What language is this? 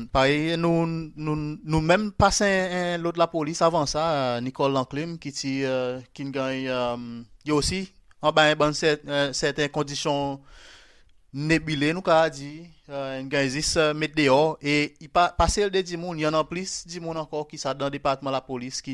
Seselwa Creole French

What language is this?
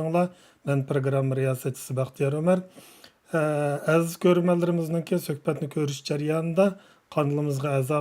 Uyghur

